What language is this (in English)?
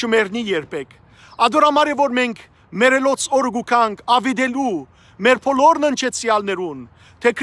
Western Armenian